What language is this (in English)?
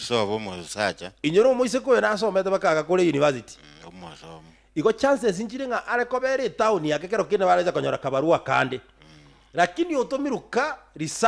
Gusii